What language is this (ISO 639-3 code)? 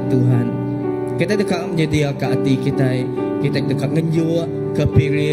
iba